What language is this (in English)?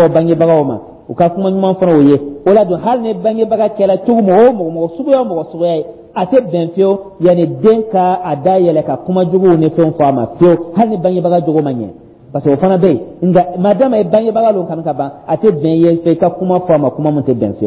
Dyula